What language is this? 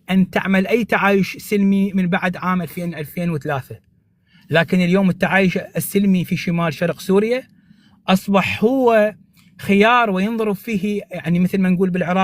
North Levantine Arabic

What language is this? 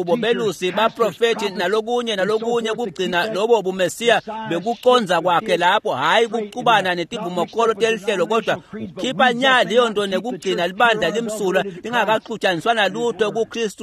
Swati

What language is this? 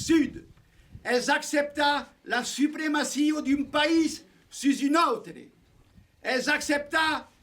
Occitan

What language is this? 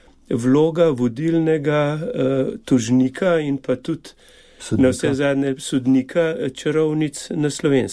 Slovenian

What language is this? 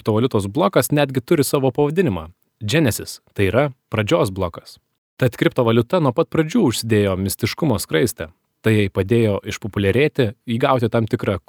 Lithuanian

